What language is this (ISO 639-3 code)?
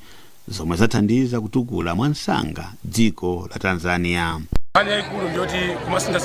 nya